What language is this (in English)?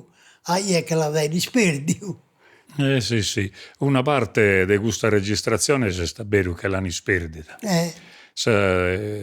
Sardinian